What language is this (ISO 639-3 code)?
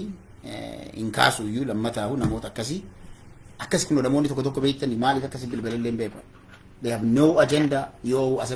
orm